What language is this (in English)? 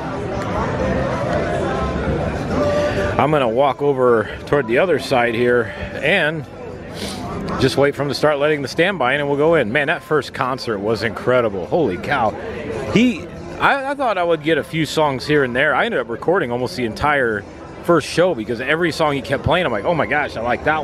English